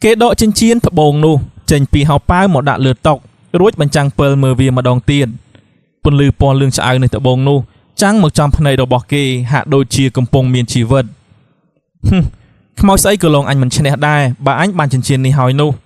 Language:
Khmer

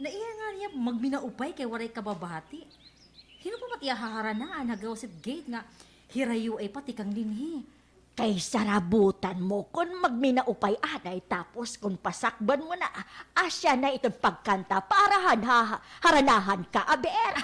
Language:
Waray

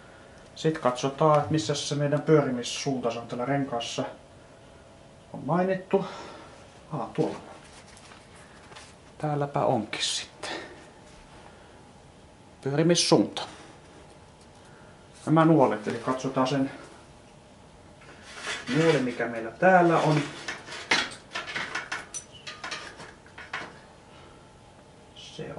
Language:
Finnish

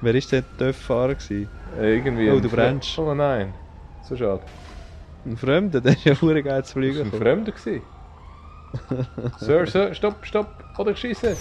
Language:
Swiss German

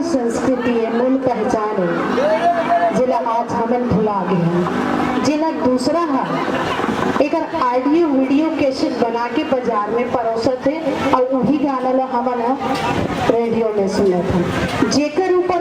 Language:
Chhattisgarhi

